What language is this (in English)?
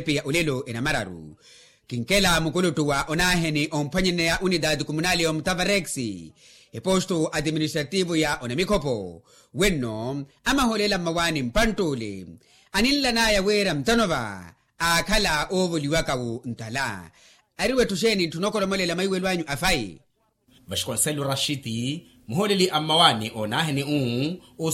Makhuwa